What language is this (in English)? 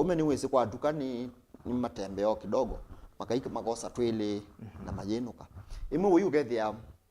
Kamba